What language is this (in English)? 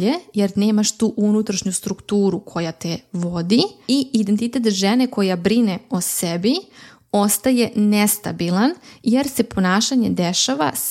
Serbian